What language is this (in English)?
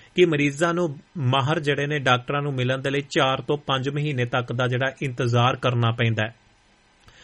Punjabi